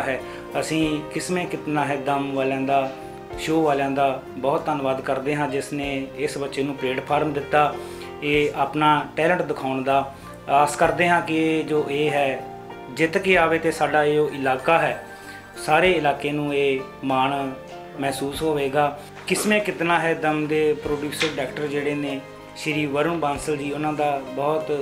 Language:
Punjabi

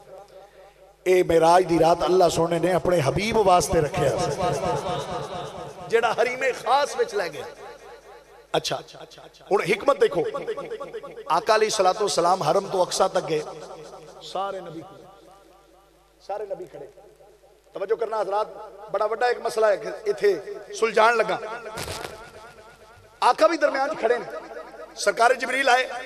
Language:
Western Panjabi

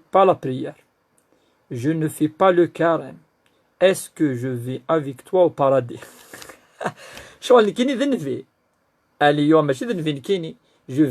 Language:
Kabyle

